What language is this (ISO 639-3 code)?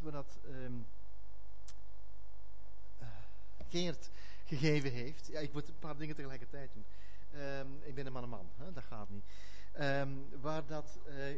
nld